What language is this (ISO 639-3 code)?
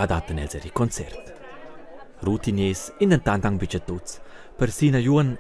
roh